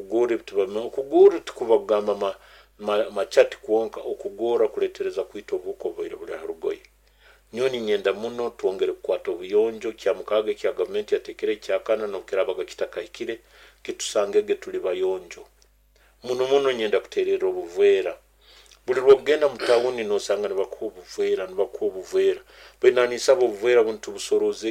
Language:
Nyoro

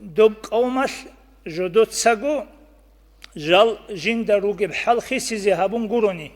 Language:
Avaric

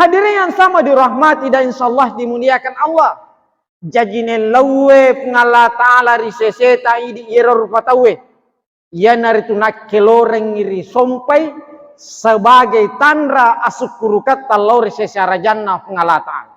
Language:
Buginese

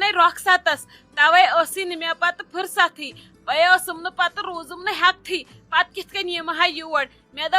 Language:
Kashmiri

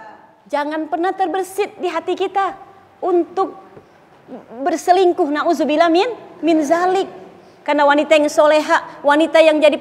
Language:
Indonesian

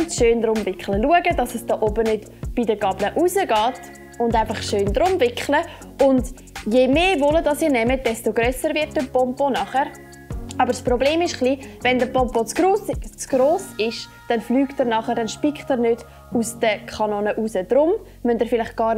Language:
Swiss German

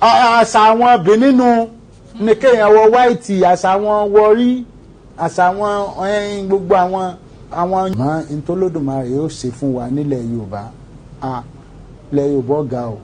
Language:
Yoruba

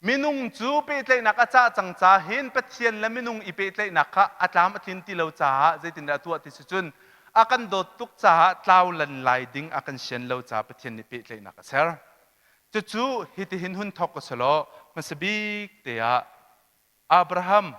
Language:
Hakha Chin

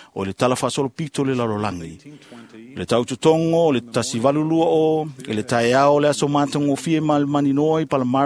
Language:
Samoan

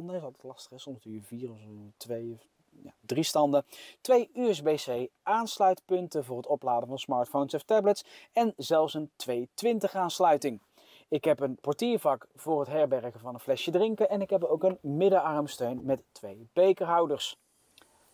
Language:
Dutch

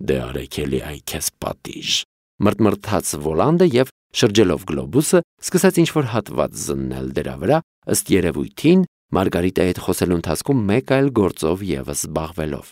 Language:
Armenian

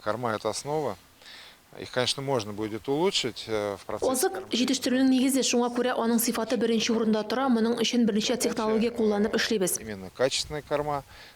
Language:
Tatar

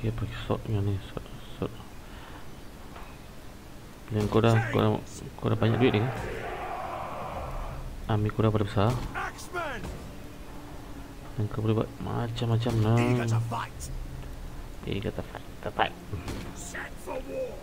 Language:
Malay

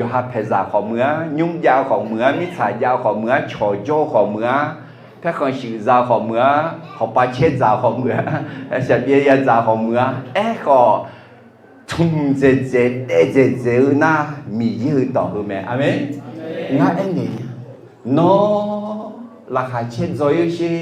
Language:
Akha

